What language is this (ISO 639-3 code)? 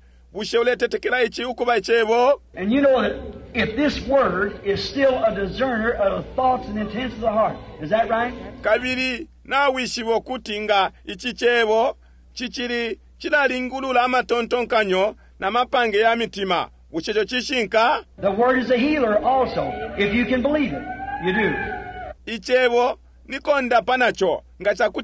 bem